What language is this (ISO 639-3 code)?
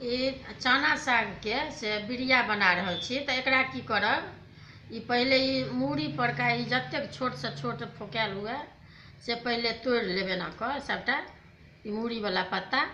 mai